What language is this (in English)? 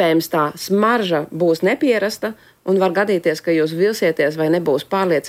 Latvian